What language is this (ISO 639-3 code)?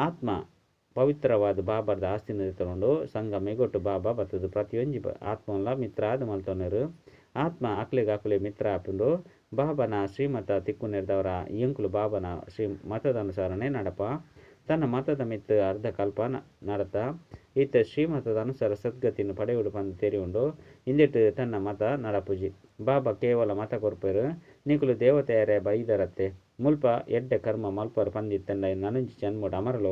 tcy